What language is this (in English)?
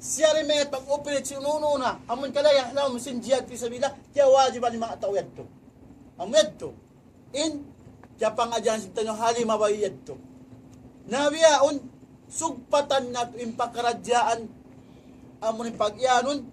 Tausug